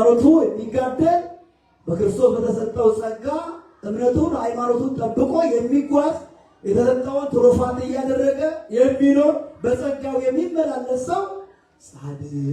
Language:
Amharic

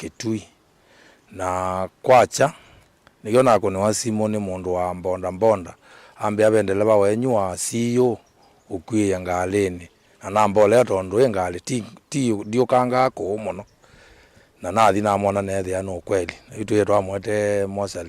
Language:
Kamba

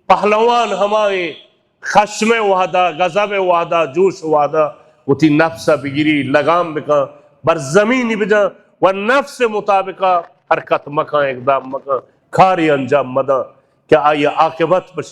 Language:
Baluchi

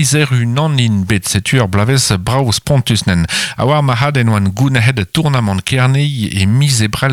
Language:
Breton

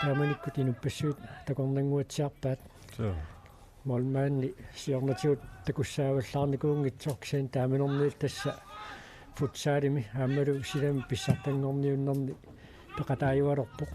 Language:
Kalaallisut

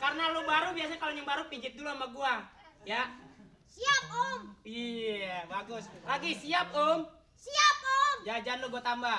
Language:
Betawi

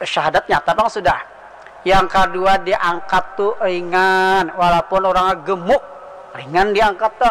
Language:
Banjar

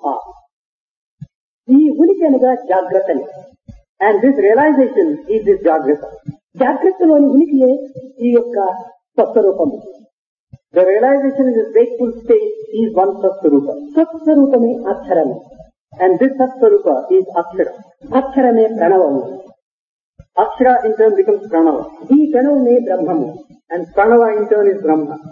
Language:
Telugu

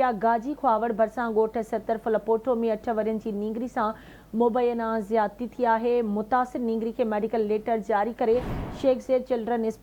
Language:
Sindhi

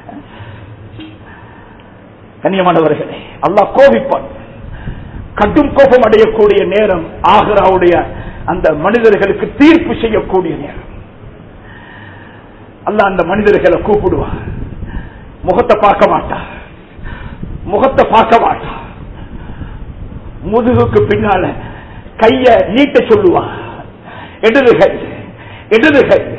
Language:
Tamil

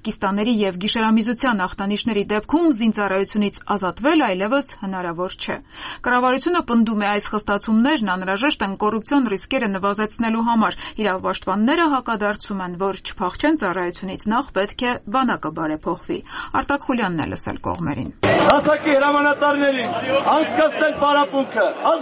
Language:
Armenian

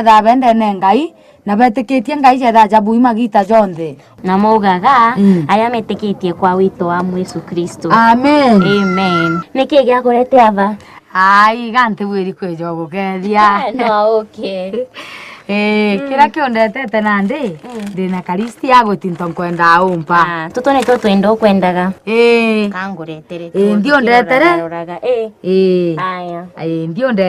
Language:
Meru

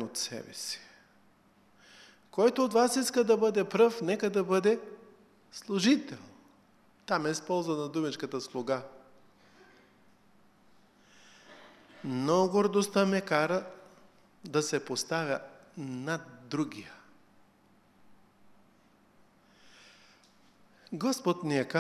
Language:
Bulgarian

